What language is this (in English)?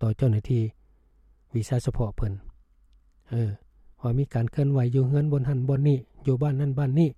Lao